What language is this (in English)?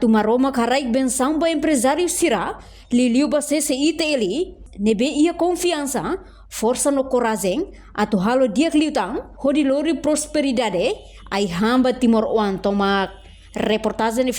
Tetum